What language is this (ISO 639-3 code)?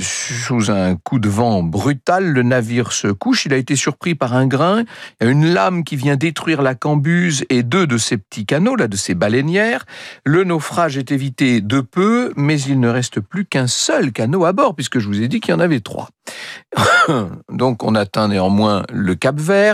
fra